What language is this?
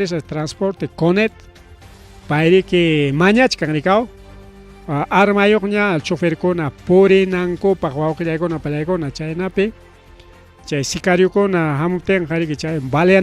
Ayacucho Quechua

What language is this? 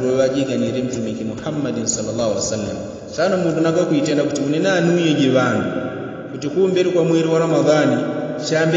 Yao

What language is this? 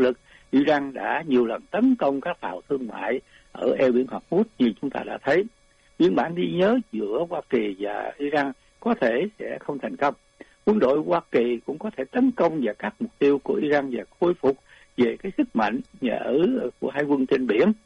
Vietnamese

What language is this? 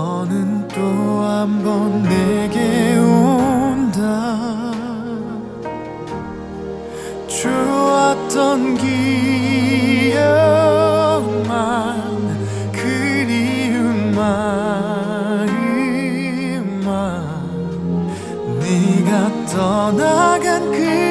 Korean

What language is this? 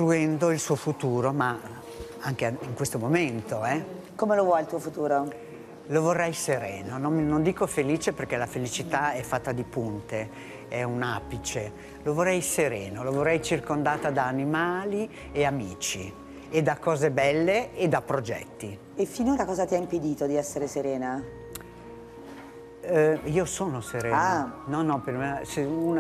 Italian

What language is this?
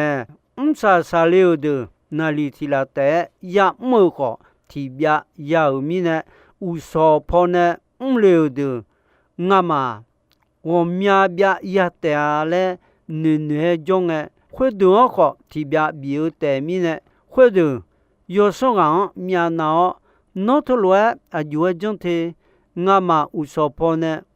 Akha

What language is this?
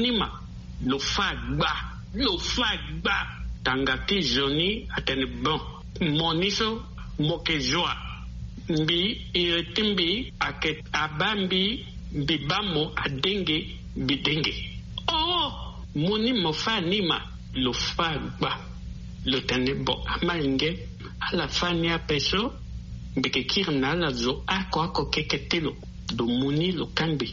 Sango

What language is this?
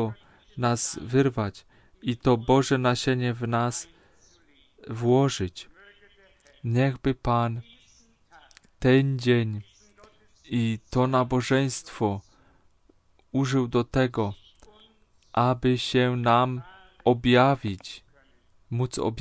Polish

